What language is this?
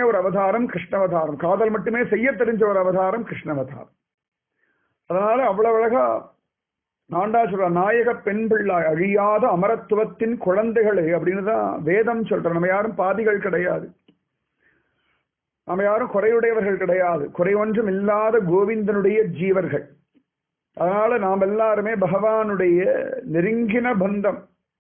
Tamil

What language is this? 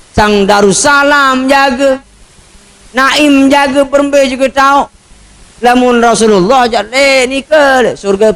Sasak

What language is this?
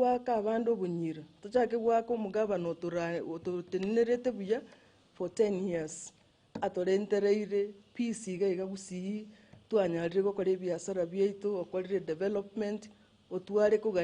Gusii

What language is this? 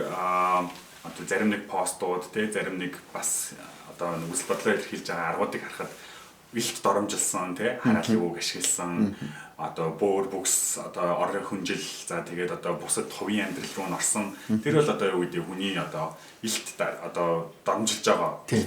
Mongolian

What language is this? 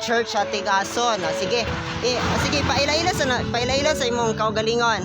Cebuano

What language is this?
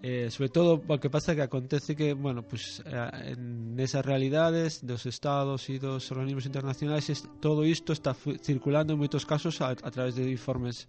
Galician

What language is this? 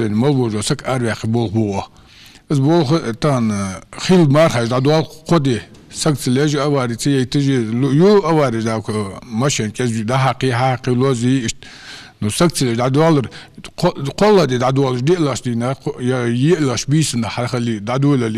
Ingush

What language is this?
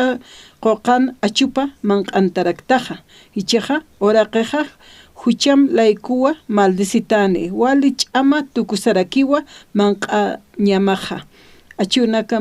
Aymara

